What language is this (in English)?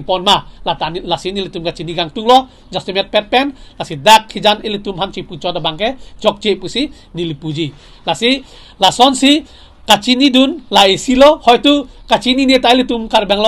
Karbi